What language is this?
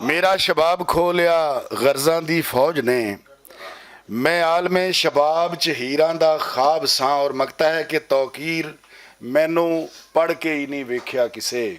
Western Panjabi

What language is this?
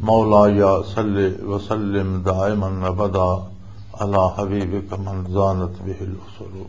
Western Panjabi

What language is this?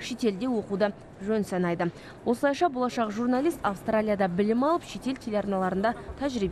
Kazakh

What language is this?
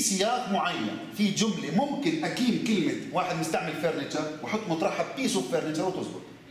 South Levantine Arabic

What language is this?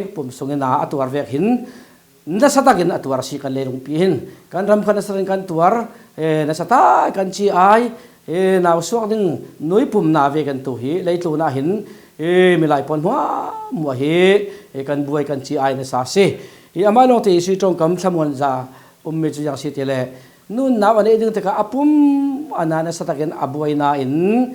Falam Chin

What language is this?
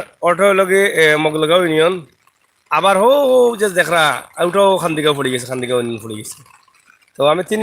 Sylheti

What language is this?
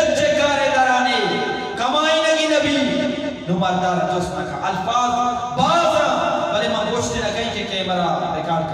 Eastern Balochi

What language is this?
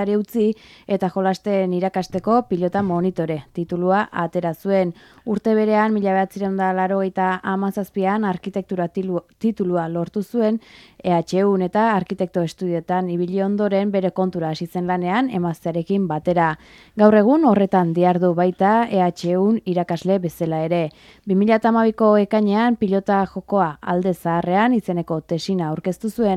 Basque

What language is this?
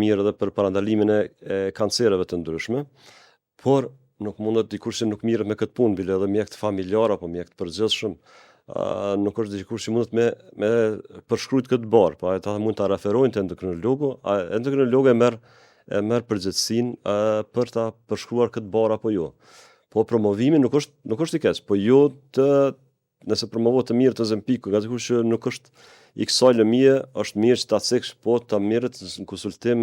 Albanian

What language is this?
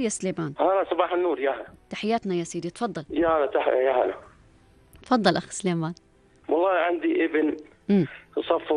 North Levantine Arabic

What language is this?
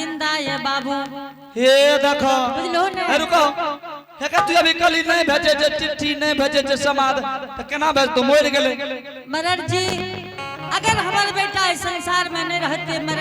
Angika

